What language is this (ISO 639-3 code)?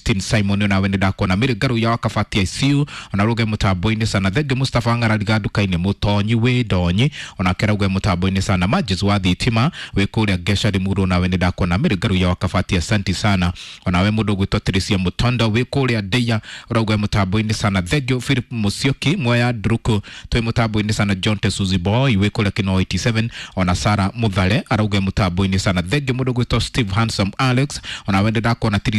kik